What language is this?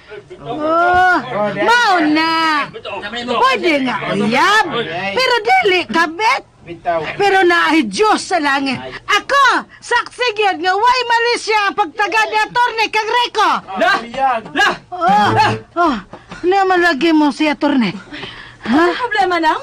Cebuano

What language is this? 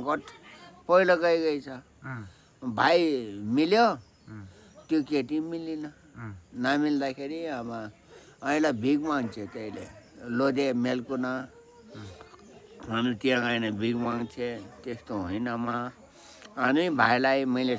Nepali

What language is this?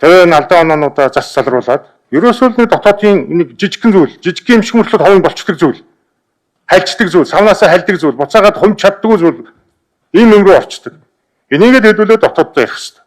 Mongolian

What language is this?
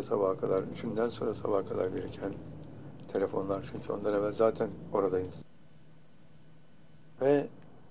Turkish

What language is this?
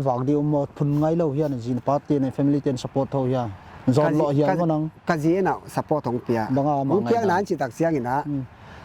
Paite Chin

